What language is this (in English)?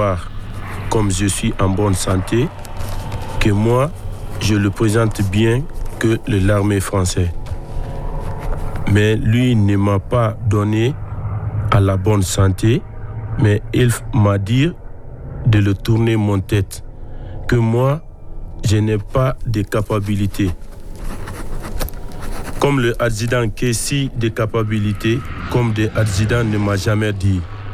French